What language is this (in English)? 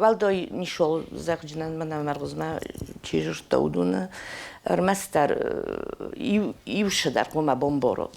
Ossetic